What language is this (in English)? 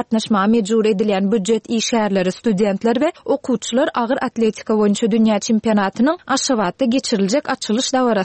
Turkmen